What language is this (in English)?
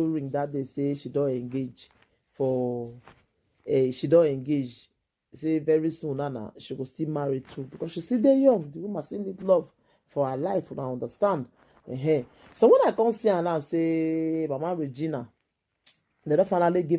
Nigerian Pidgin